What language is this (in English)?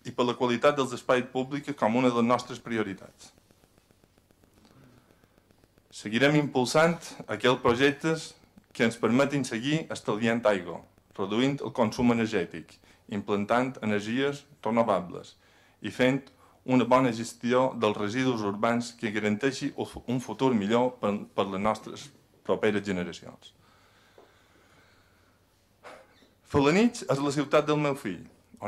Catalan